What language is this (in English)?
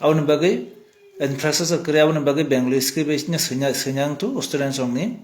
Kok Borok